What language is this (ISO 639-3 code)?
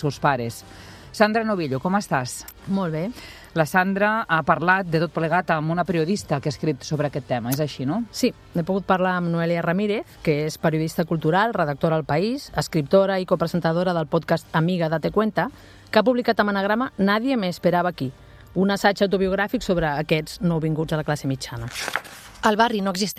cat